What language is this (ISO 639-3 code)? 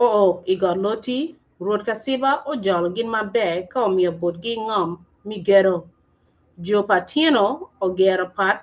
ach